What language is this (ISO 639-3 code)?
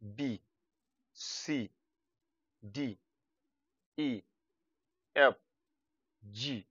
hau